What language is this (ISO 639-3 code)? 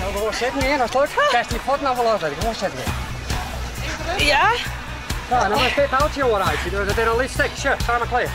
fry